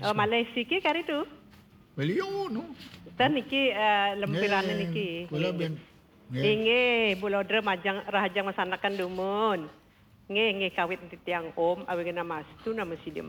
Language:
Balinese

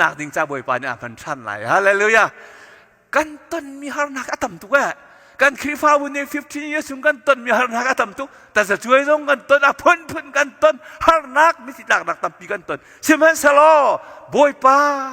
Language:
Hakha Chin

